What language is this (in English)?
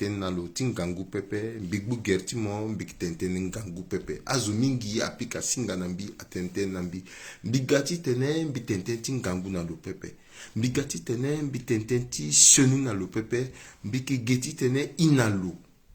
Sango